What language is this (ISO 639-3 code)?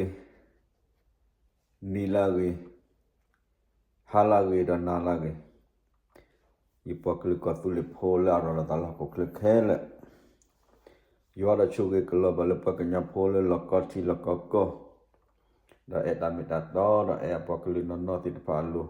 ksw